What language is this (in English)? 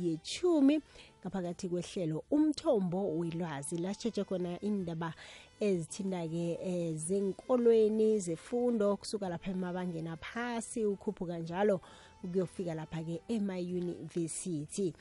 South Ndebele